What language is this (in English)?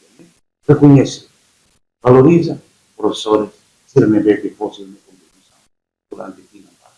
Tetum